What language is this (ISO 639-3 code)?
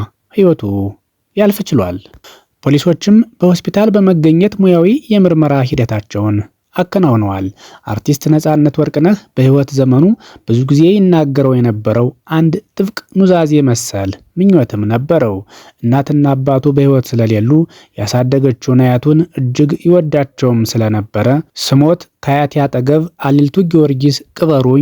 amh